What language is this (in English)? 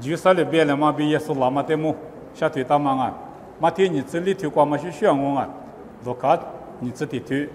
Lisu